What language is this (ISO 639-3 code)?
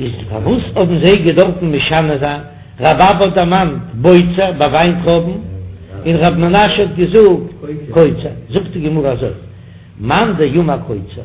yid